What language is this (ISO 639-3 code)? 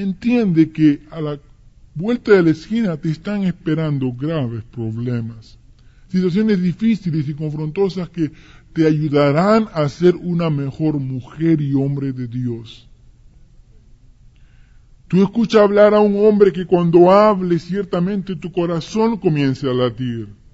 spa